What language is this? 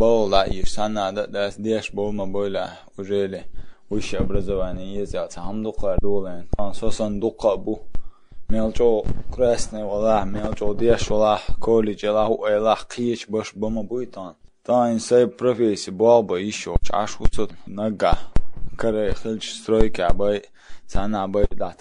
Chechen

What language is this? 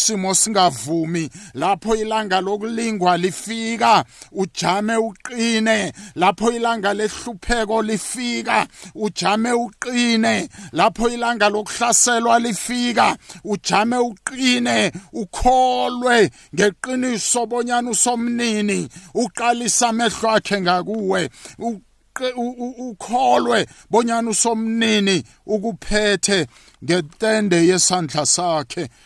South Ndebele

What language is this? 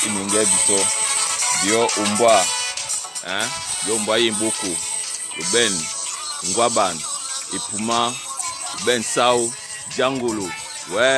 Duala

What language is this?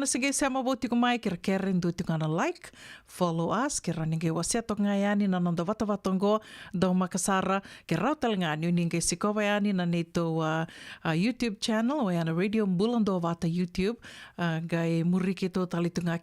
Fijian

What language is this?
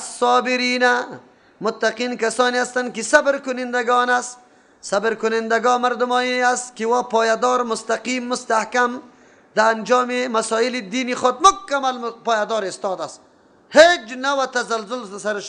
Persian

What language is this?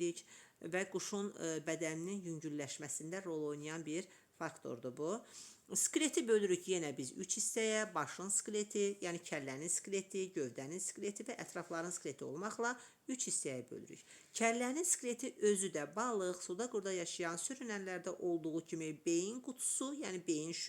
Azerbaijani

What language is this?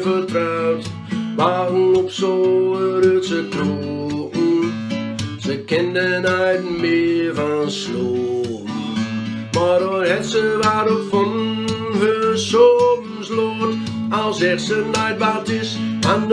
Gronings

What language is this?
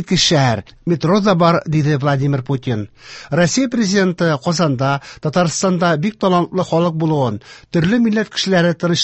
Tatar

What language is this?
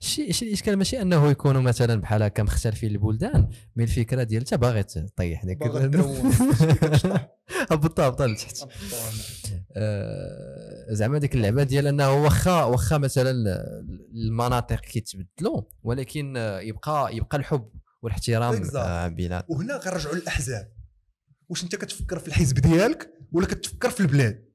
Moroccan Arabic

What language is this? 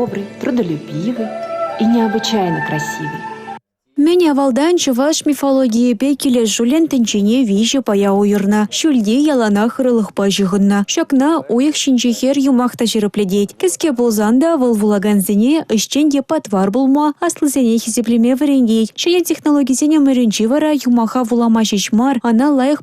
Chuvash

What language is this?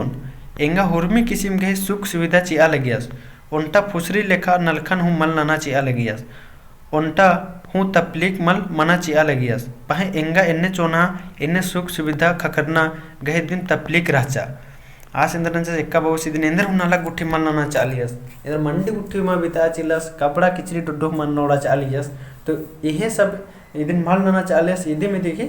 Kurukh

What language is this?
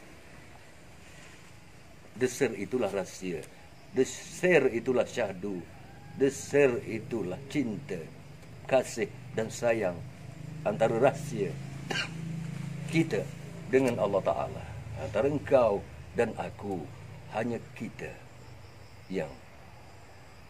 Malay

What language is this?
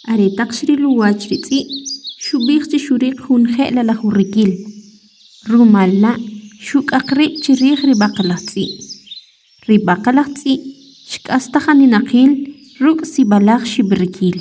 Kʼicheʼ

